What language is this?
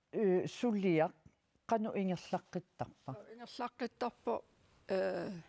Kalaallisut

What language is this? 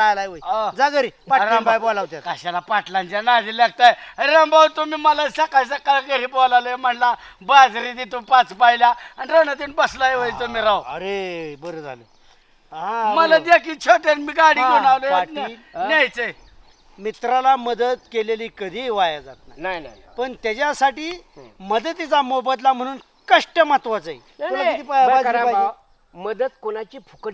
Marathi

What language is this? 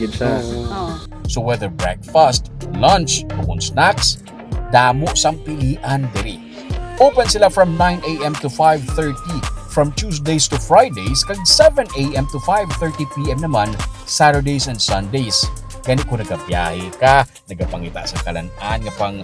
Hiligaynon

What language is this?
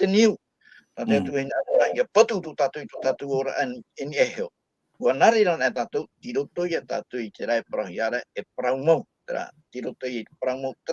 Tahitian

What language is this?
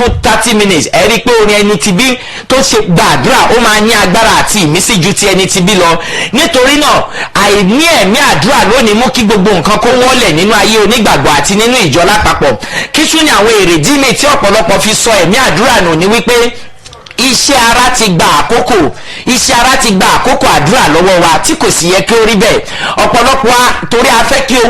Yoruba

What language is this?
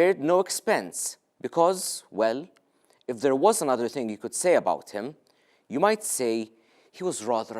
English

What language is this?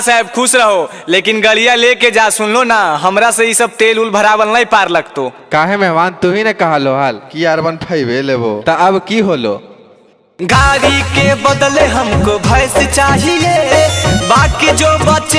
Magahi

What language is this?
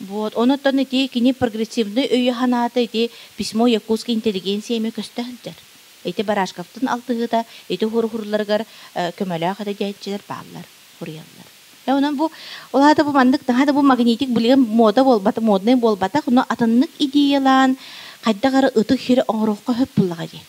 Yakut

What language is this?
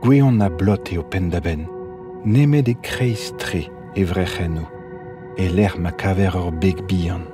Breton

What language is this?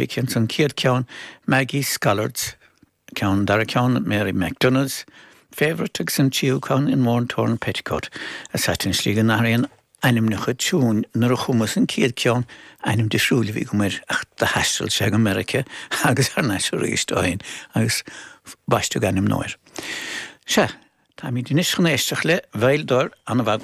Irish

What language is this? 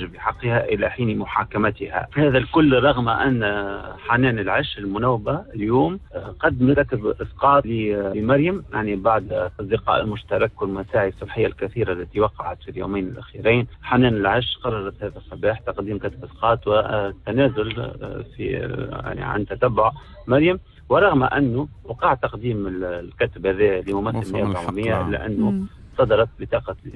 Tunisian Arabic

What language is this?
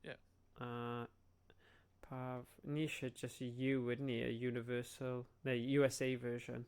Welsh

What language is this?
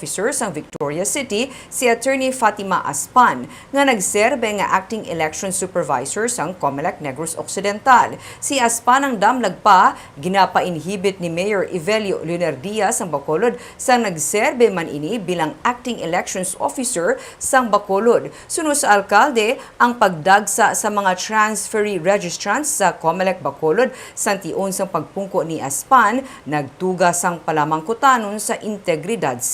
Hiligaynon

